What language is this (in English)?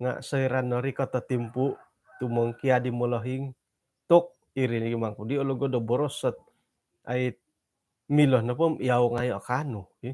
Central Dusun